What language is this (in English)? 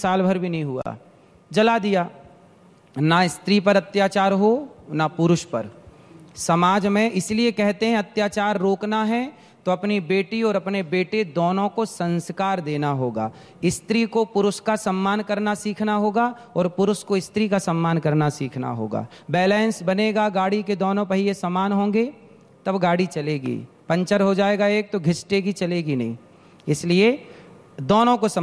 Hindi